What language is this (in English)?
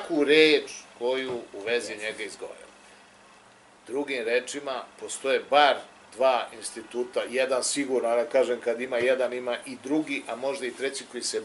Serbian